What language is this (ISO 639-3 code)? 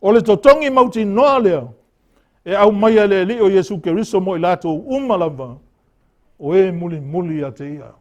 smo